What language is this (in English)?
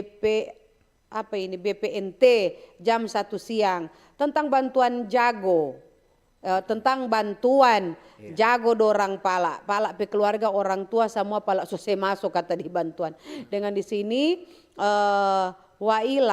Manado Malay